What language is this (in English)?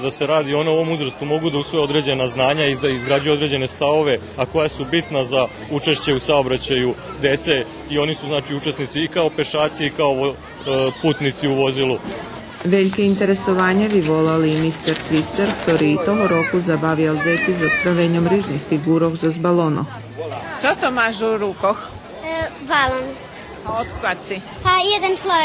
Rusyn